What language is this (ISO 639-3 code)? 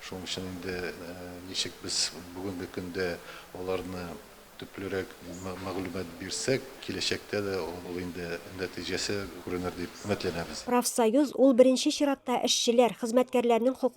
tat